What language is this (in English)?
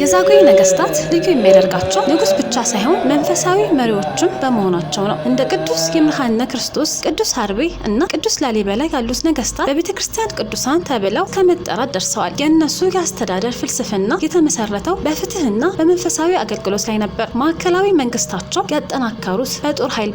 Amharic